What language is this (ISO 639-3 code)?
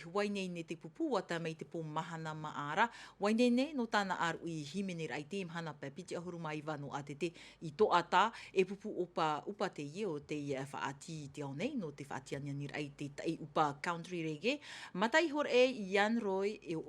tah